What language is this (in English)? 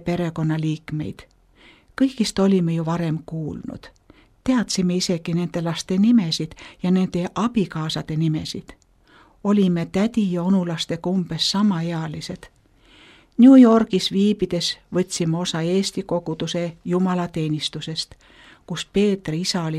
Estonian